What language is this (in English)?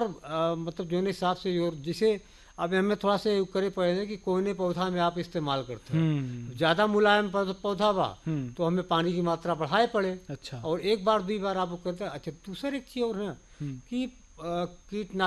Bhojpuri